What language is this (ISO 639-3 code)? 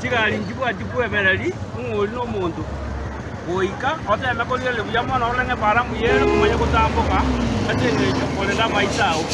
guz